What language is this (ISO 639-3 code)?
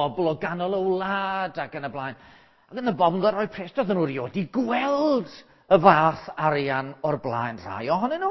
cym